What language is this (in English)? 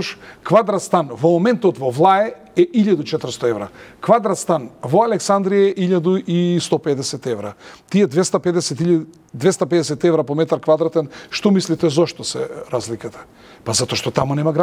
Macedonian